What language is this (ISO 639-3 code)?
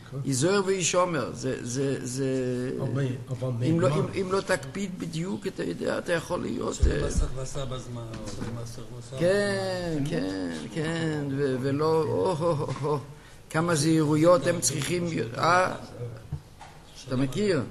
heb